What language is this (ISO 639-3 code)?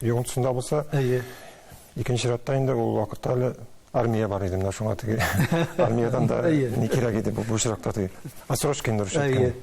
tat